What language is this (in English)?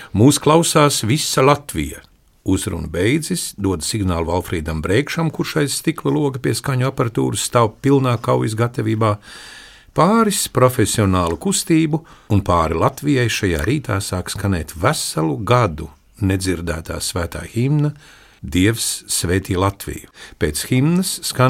Latvian